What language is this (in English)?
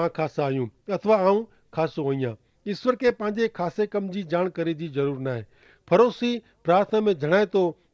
Kachhi